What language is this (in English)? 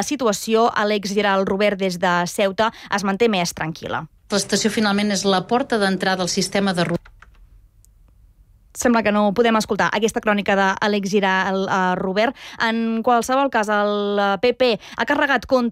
Catalan